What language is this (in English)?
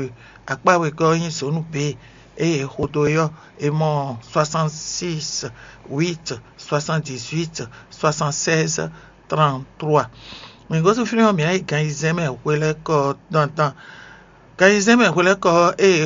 Fon